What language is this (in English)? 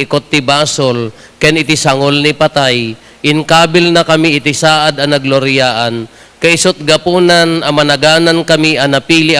Iloko